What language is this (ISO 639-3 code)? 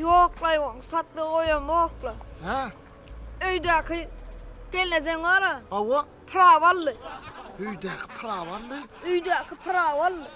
tuk